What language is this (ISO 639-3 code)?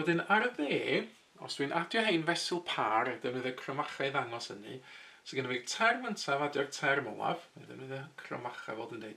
cym